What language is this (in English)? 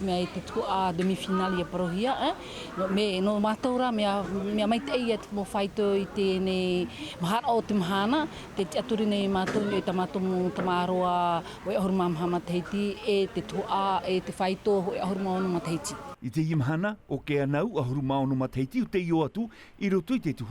Tahitian